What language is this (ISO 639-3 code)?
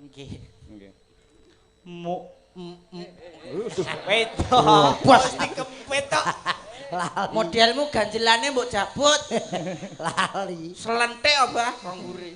jav